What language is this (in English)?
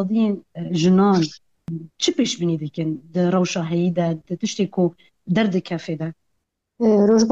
Kurdish